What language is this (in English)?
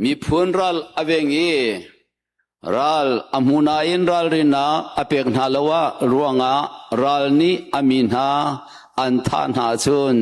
Hakha Chin